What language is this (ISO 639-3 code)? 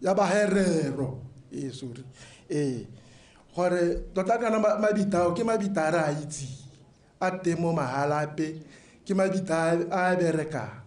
tsn